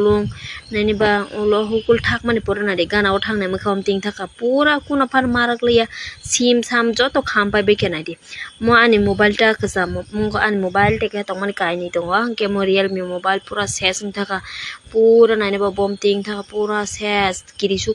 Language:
Kok Borok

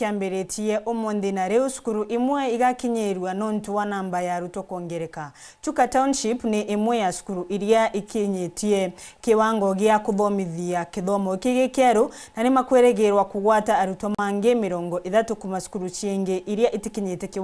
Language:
Meru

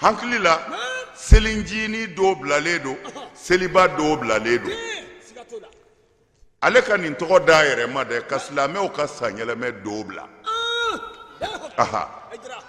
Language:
Bambara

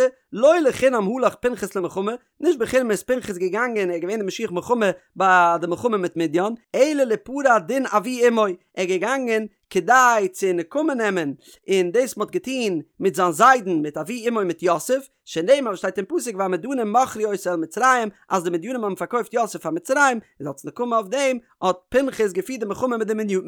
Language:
Yiddish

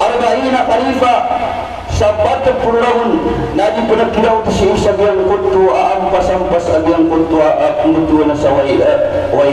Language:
Maranao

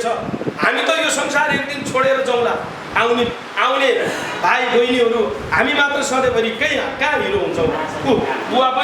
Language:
Nepali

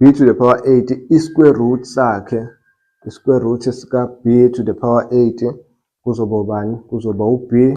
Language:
Zulu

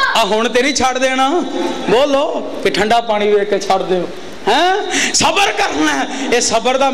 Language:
Western Panjabi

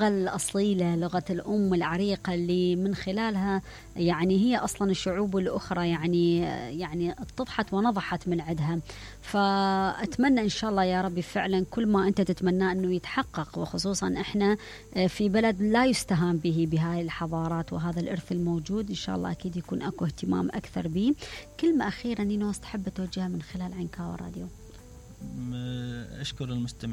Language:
Mesopotamian Arabic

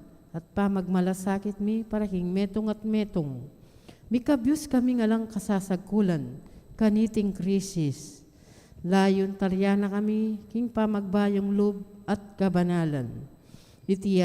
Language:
Pampanga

